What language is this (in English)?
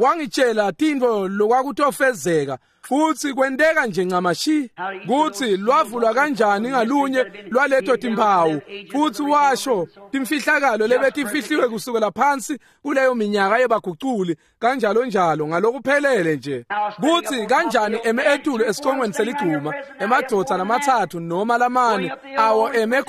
Swati